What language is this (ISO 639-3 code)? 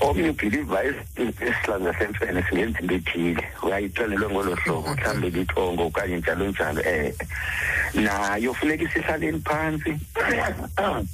xho